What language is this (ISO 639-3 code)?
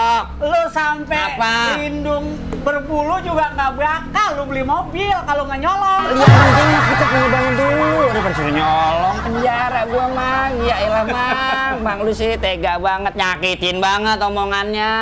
bew